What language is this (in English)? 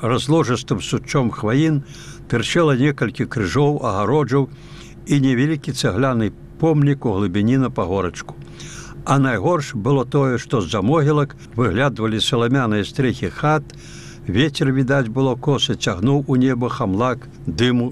Belarusian